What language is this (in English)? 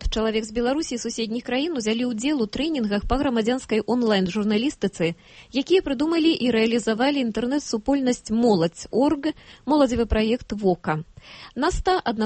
Belarusian